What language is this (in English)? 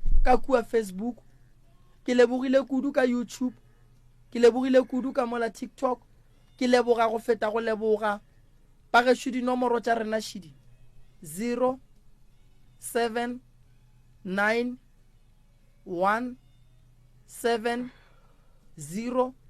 Northern Sotho